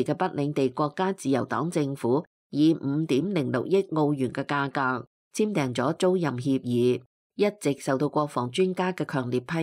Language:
Cantonese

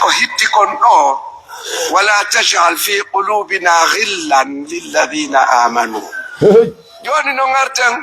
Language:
Fula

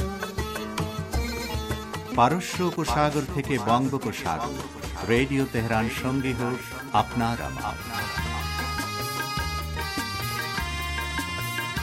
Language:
Bangla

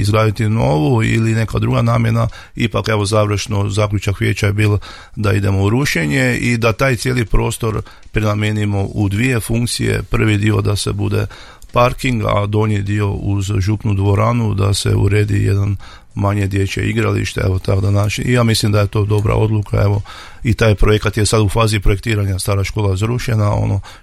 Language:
Croatian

